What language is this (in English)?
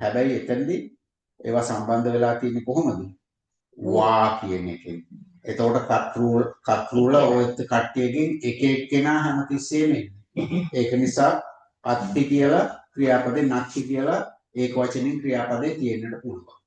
Sinhala